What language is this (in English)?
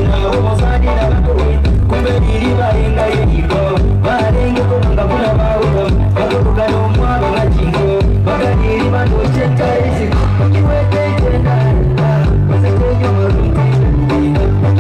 Gusii